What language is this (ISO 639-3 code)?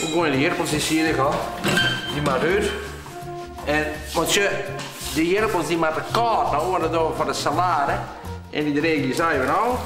fry